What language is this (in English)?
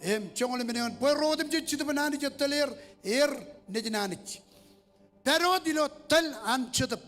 Marshallese